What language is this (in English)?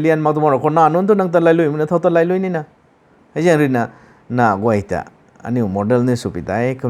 Rongmei Naga